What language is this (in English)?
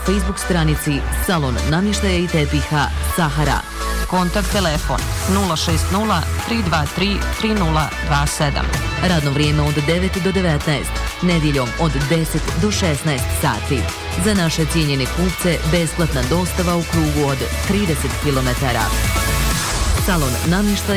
Bosnian